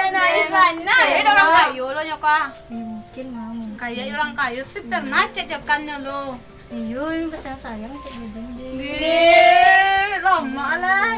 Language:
Minangkabau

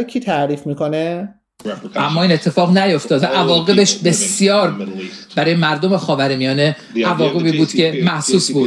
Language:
Persian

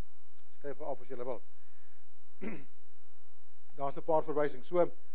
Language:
Afrikaans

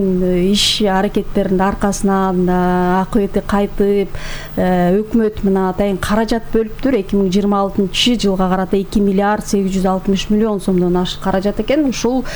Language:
Kyrgyz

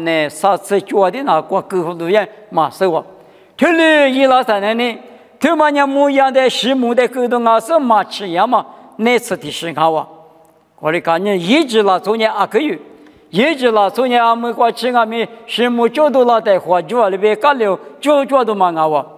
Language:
Lisu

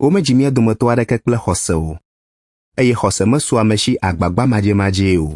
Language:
Ewe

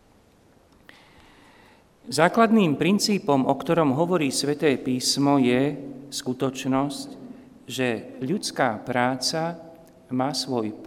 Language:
Slovak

